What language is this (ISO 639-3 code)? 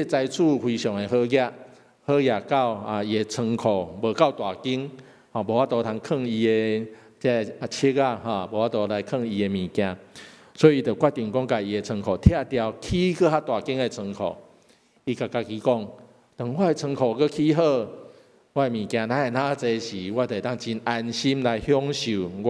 nan